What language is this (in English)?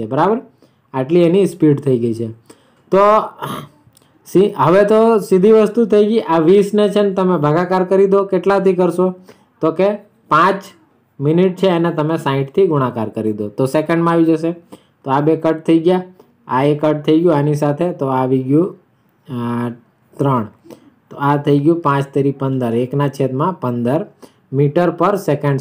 Gujarati